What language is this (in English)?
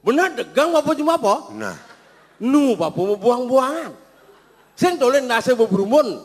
Balinese